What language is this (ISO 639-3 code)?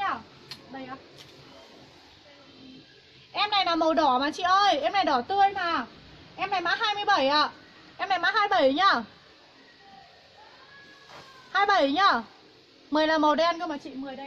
vie